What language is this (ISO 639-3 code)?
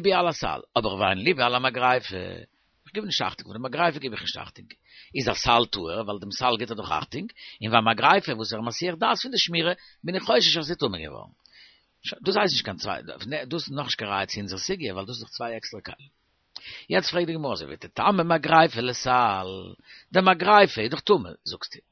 yid